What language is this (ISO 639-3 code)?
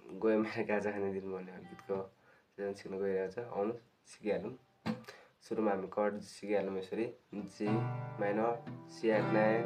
nep